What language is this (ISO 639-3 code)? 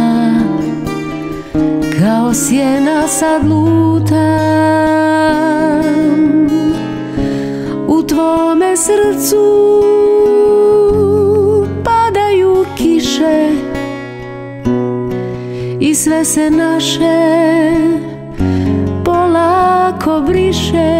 srp